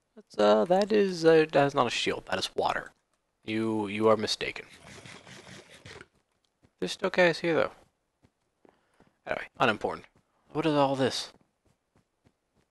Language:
English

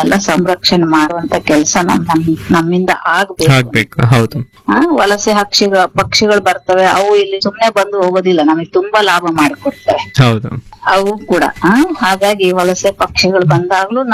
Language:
Kannada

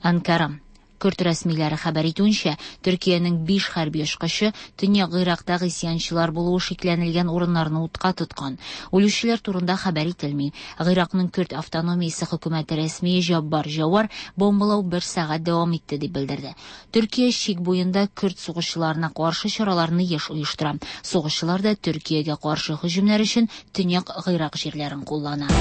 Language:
Tatar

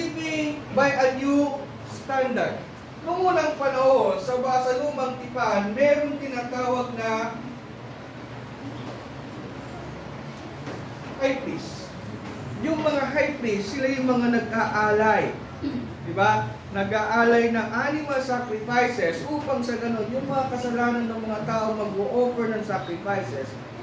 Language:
Filipino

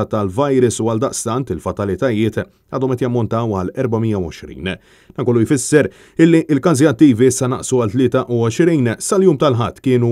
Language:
Maltese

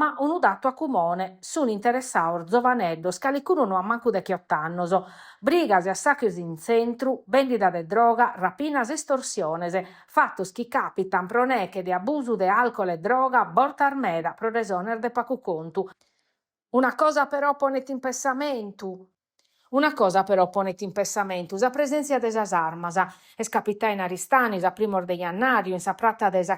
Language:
Sardinian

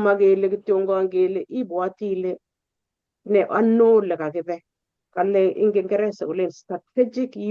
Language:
Kalenjin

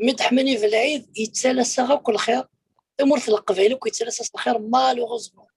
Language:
Kabyle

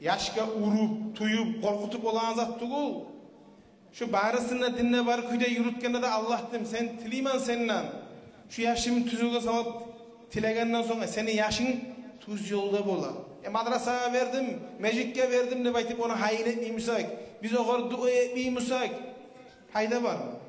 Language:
Kumyk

